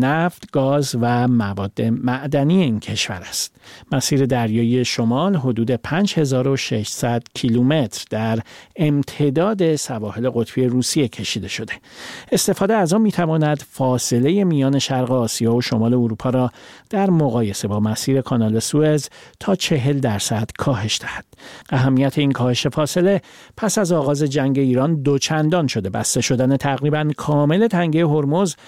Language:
Persian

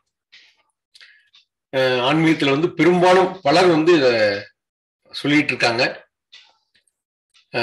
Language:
Tamil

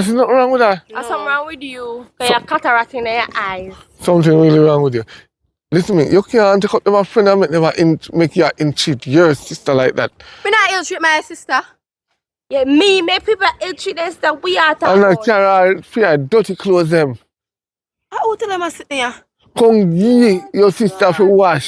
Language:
Jamaican Creole English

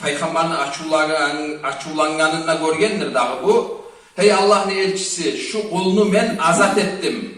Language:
Kumyk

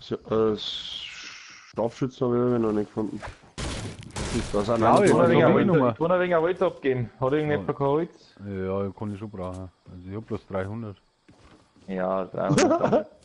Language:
Bavarian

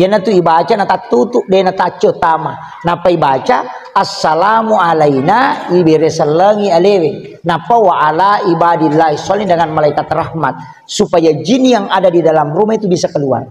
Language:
Buginese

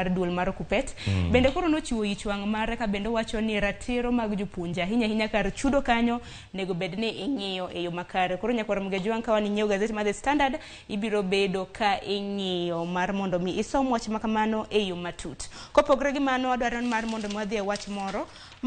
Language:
Luo (Kenya and Tanzania)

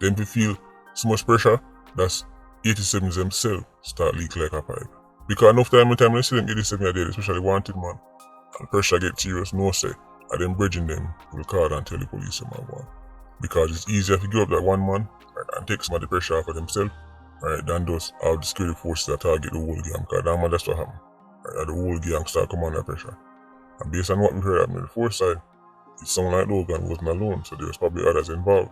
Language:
Jamaican Creole English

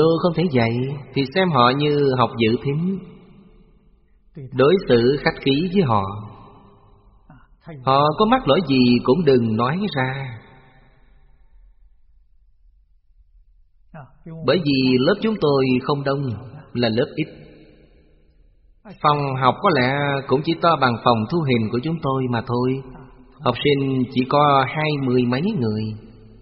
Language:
Vietnamese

